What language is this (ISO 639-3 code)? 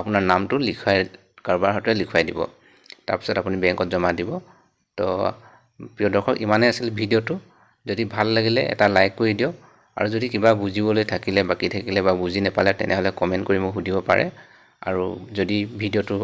asm